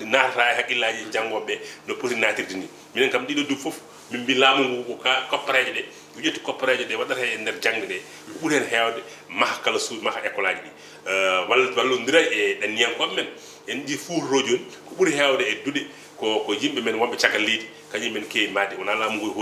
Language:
Fula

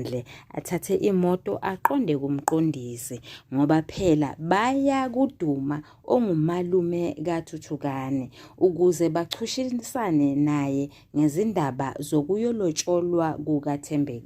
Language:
Zulu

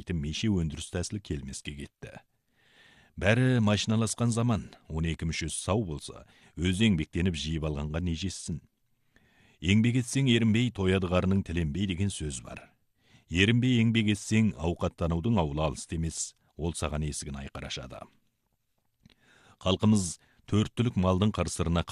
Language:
Kazakh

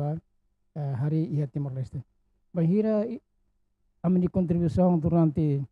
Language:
Tetum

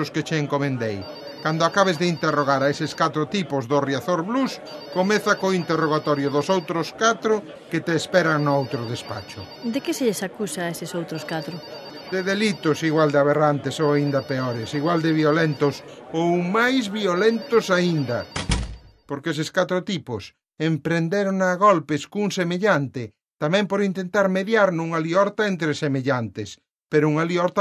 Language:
Galician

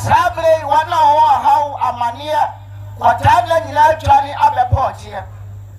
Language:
Akan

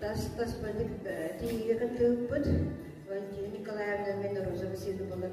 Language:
Yakut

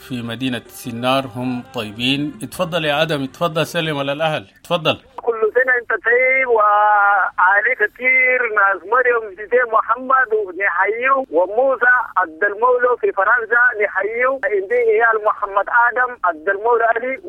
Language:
Sudanese Arabic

